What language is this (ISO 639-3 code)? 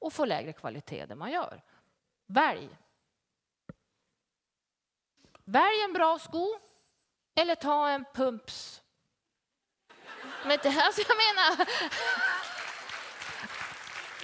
swe